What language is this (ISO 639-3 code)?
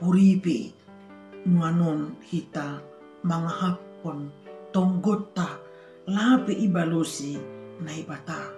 bts